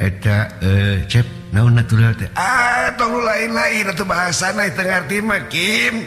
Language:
Sundanese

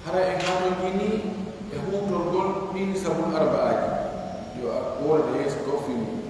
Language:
Pular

